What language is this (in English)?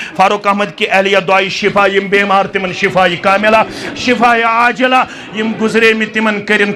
Kashmiri